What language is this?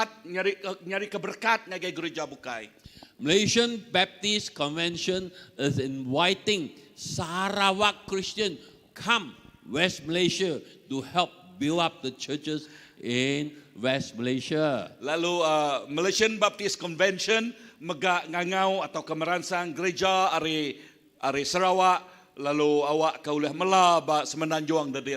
Iban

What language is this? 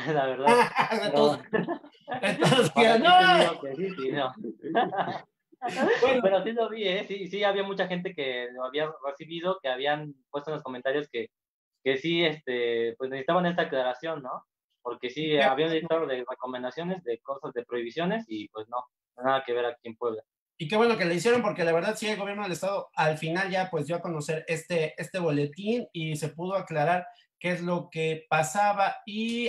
Spanish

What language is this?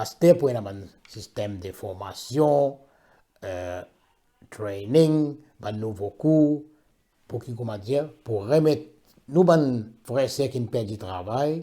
Morisyen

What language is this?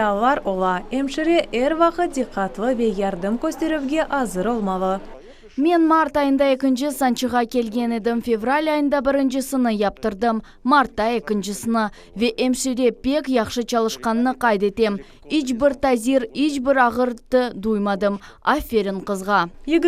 Crimean Tatar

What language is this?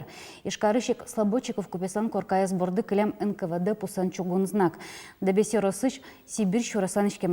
Udmurt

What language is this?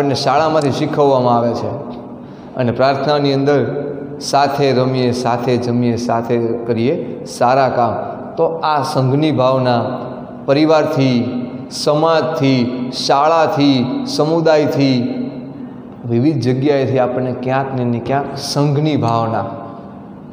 Gujarati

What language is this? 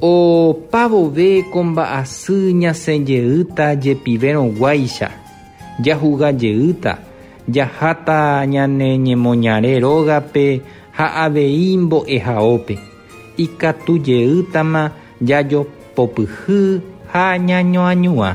Guarani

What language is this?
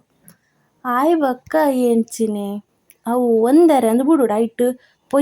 Tulu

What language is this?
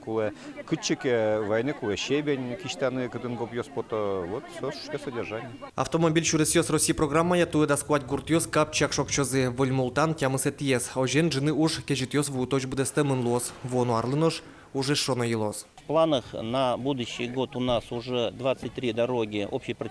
Udmurt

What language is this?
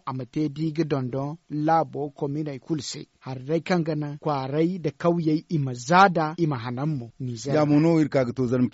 Zarma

